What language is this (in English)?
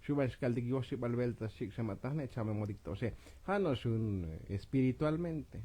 Tzotzil